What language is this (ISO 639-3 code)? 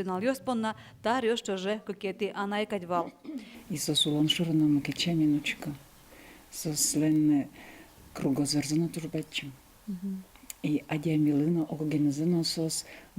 udm